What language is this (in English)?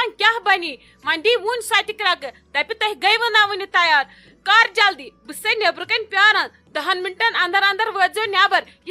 Kashmiri